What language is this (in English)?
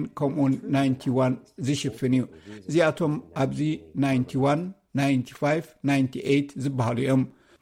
Tigrinya